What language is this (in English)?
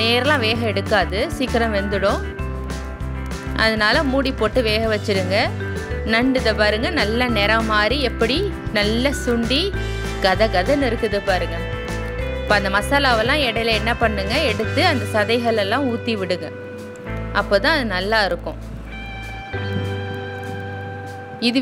Tamil